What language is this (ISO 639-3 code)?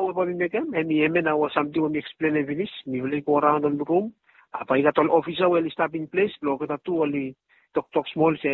bis